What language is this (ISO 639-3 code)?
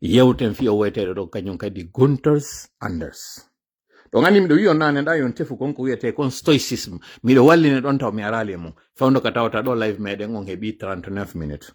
ful